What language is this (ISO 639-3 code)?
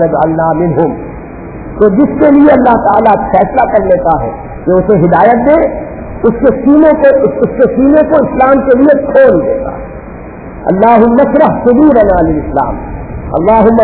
urd